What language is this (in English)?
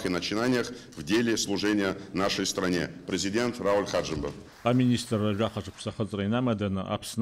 Abkhazian